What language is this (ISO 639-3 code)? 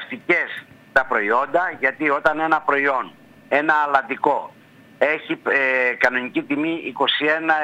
ell